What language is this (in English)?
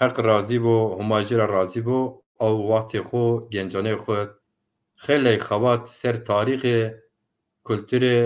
Zaza